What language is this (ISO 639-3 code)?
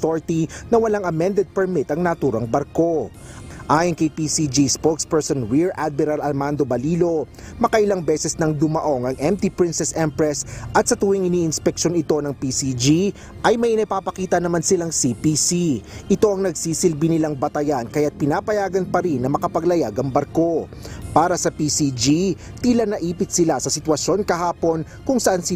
fil